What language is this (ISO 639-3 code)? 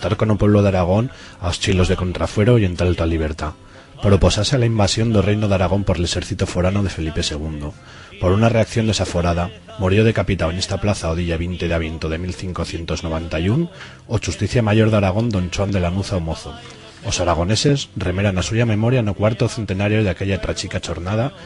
arg